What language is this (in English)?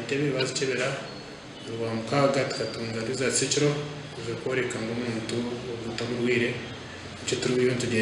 Nyankole